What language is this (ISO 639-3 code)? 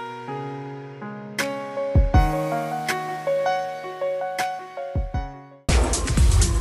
kan